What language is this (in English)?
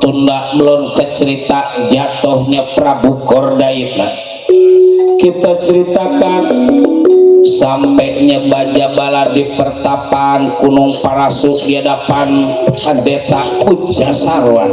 Betawi